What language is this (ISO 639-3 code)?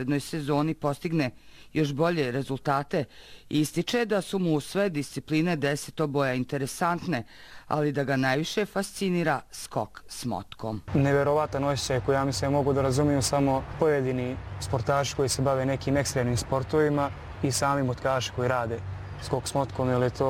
bos